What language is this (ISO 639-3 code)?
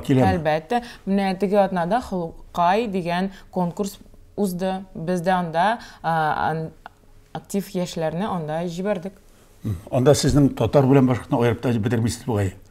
tat